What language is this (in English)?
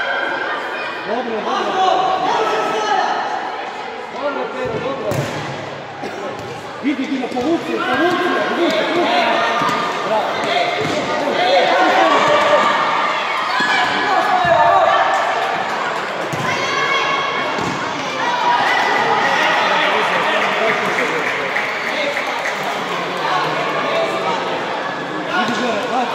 Croatian